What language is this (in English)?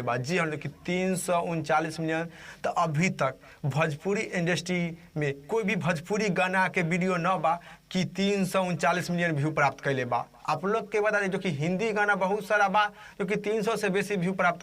Bhojpuri